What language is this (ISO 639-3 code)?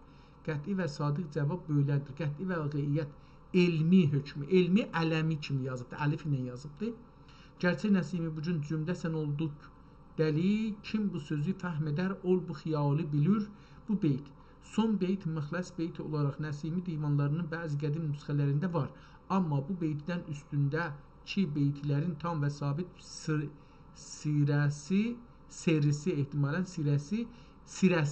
azb